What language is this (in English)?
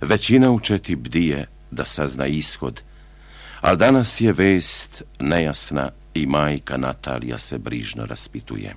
Serbian